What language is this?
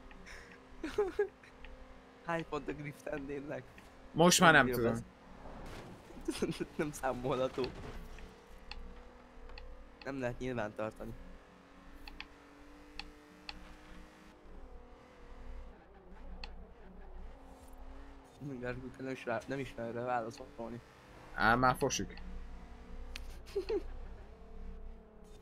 Hungarian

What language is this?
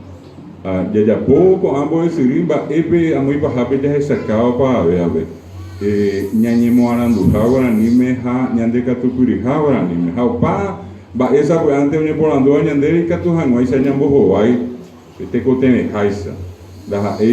Guarani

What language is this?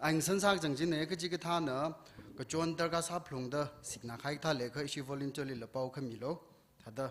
Tangkhul Naga (India)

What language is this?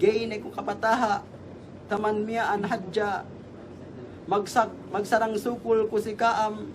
Yakan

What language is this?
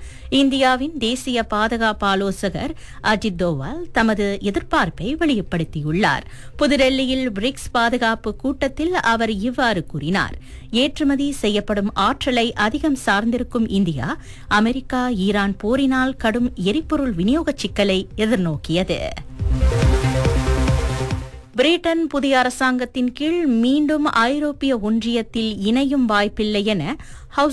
Tamil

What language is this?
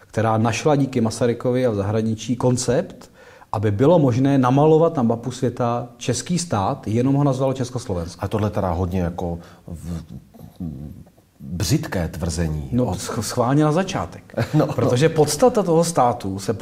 Czech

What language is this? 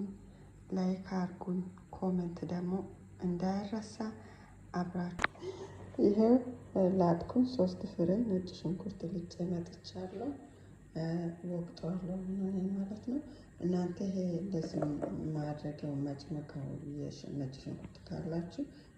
Amharic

